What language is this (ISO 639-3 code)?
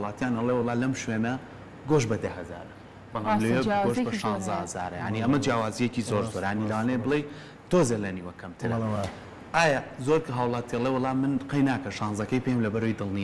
ckb